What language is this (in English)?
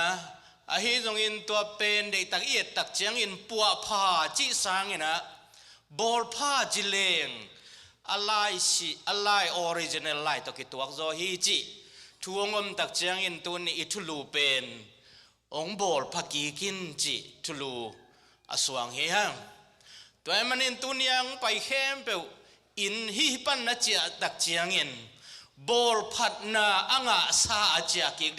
Tedim Chin